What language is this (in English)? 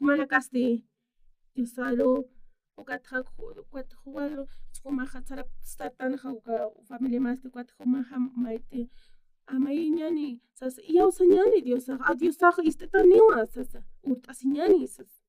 Aymara